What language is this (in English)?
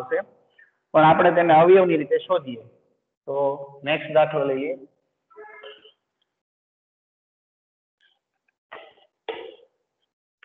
Gujarati